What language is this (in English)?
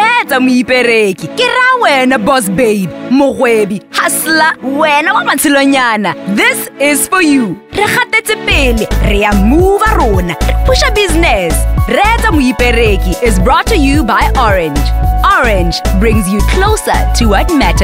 Tswana